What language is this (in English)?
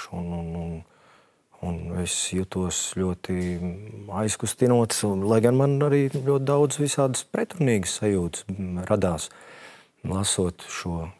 Latvian